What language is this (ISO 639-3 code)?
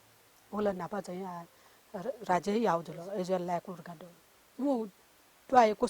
new